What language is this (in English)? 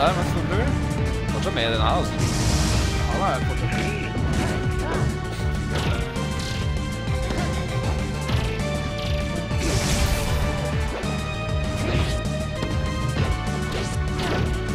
Norwegian